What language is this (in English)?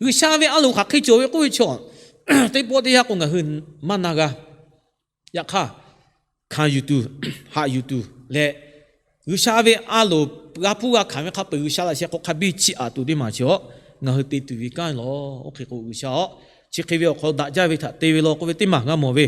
Lahu